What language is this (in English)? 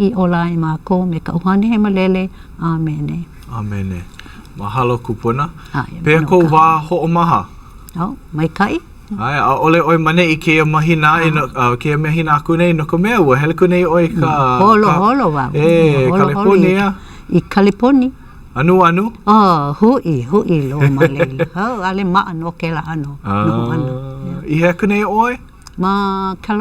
Hawaiian